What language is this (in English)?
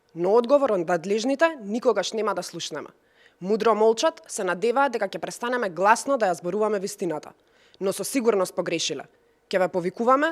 Macedonian